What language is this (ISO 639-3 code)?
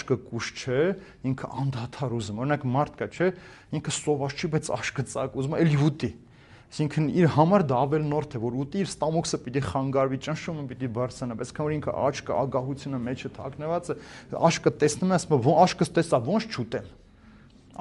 hye